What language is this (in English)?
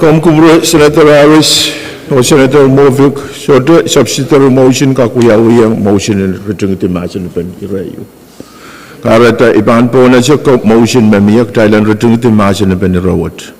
Pohnpeian